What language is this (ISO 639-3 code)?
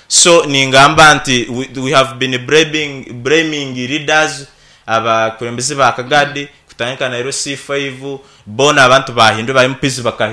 nyn